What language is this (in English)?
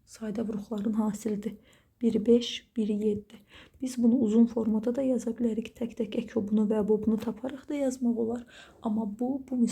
Azerbaijani